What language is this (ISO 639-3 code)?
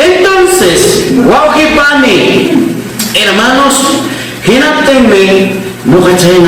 quy